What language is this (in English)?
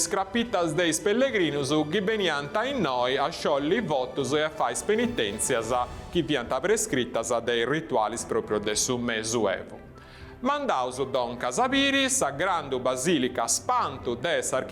Sardinian